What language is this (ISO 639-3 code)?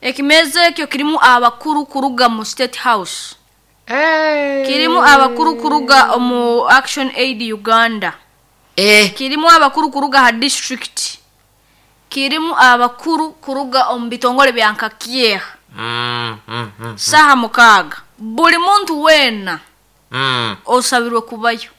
nyo